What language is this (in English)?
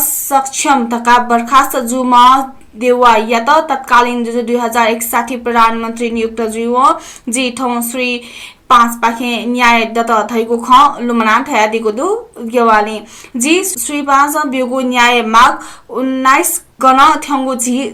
Newari